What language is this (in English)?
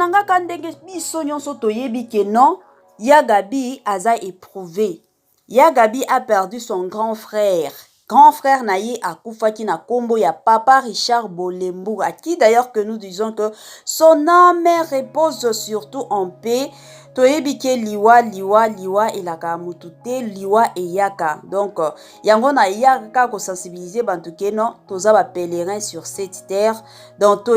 Lingala